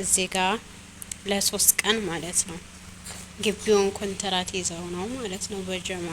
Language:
Amharic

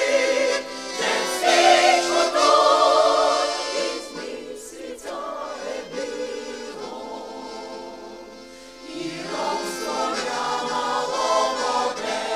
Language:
Bulgarian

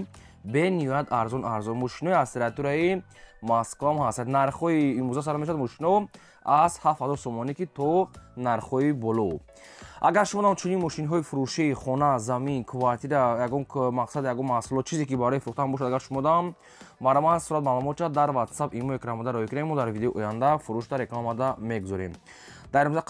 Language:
Tajik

